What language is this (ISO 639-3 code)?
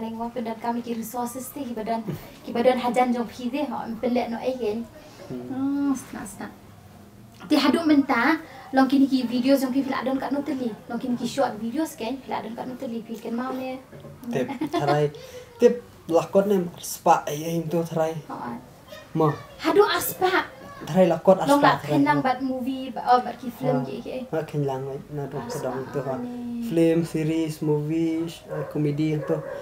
kha